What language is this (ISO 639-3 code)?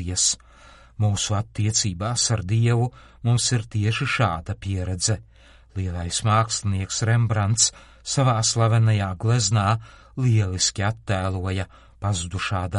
lav